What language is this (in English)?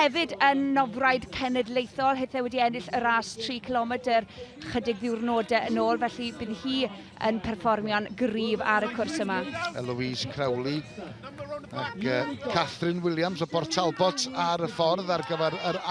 Welsh